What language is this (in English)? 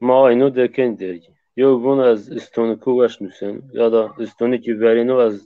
Zaza